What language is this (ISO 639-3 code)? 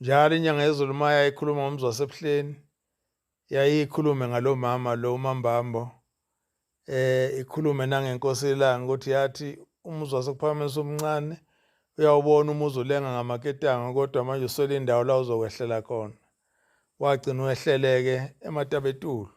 zul